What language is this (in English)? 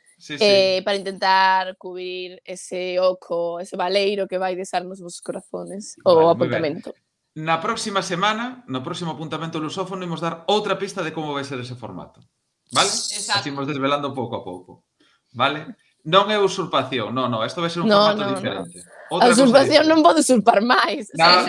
Galician